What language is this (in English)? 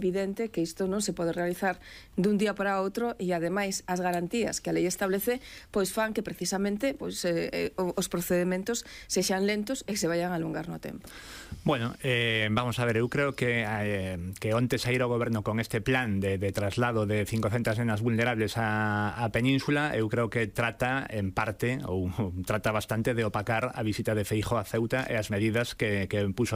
Galician